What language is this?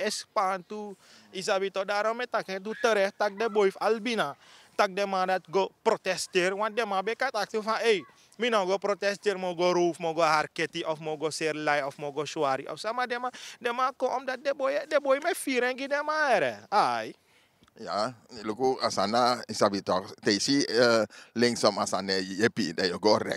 Sranan Tongo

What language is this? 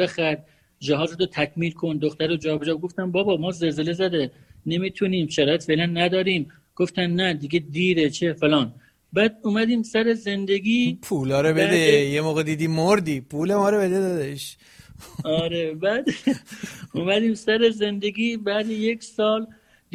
Persian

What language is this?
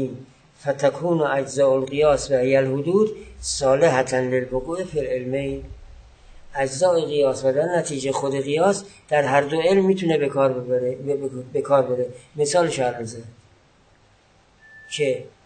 Persian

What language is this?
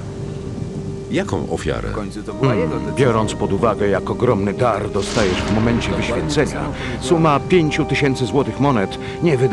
Polish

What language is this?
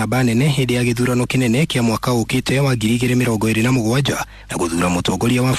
Kikuyu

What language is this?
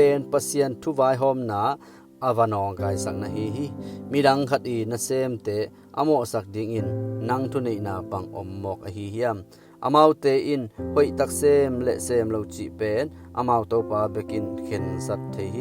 Tedim Chin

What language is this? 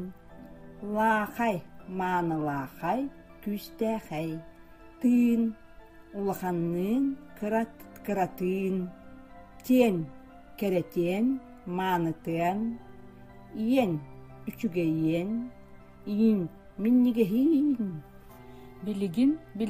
Yakut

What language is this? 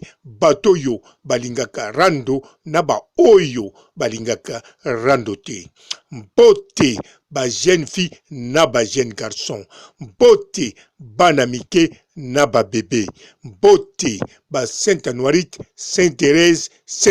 Lingala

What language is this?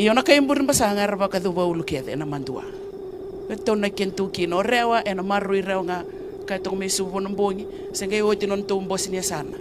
Fijian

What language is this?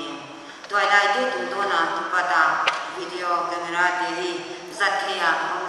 Paite Chin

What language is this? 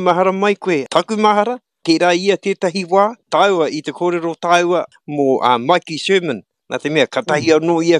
Māori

